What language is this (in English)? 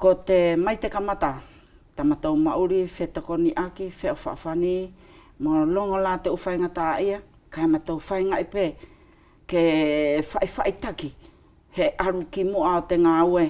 Wallisian